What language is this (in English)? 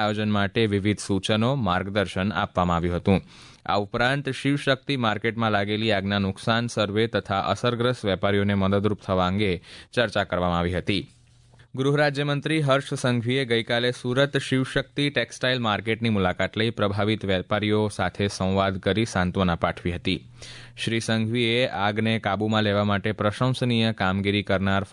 Gujarati